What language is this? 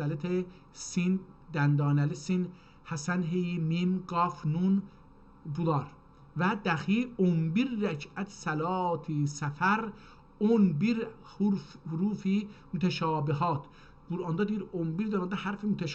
South Azerbaijani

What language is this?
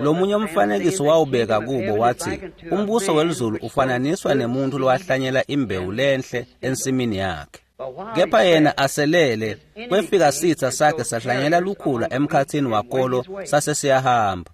Swati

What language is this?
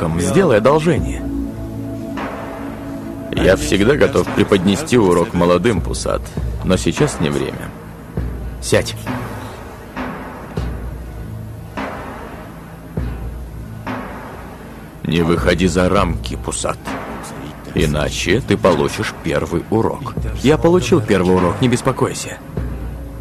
Russian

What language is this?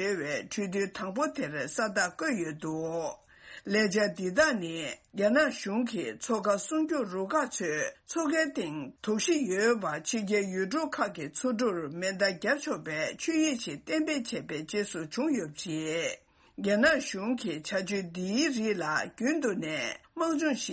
Tibetan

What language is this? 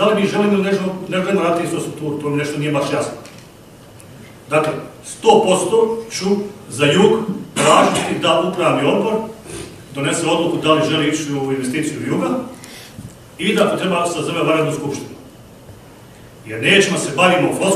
Bosnian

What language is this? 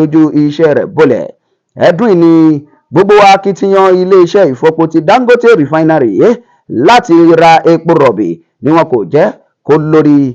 Yoruba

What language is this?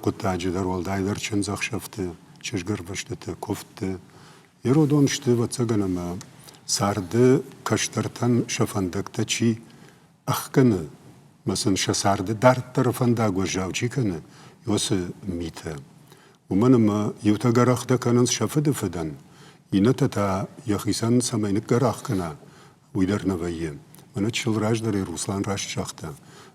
Ossetic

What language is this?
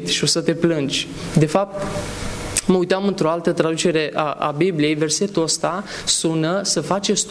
Romanian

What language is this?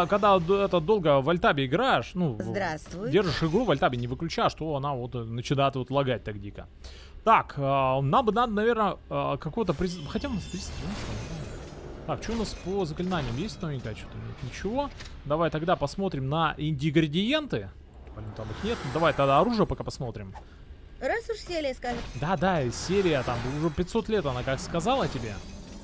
Russian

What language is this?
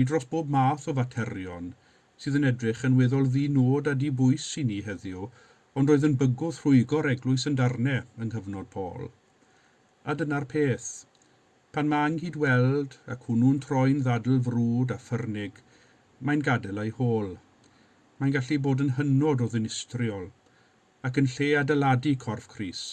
Welsh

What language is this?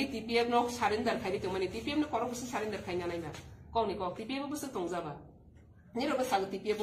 Riang (India)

